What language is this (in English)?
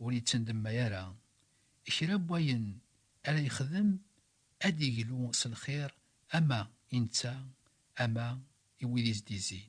Kabyle